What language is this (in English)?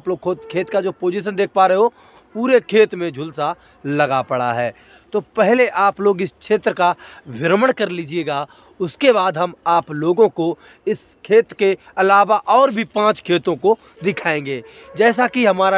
Hindi